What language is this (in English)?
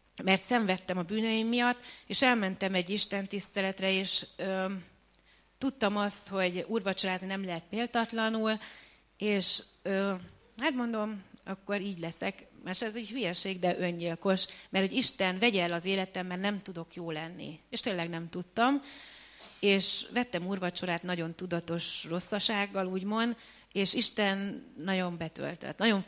Hungarian